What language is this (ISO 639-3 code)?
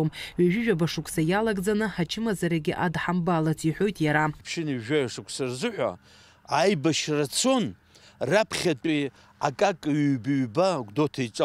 abk